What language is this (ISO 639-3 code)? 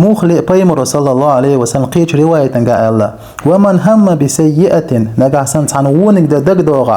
che